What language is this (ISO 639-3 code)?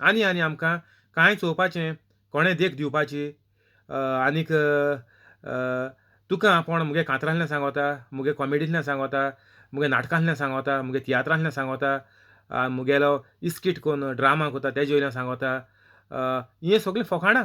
kok